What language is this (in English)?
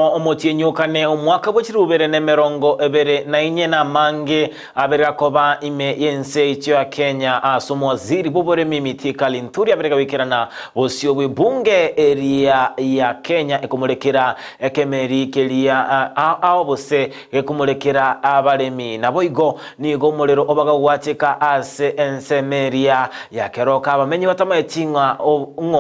Gusii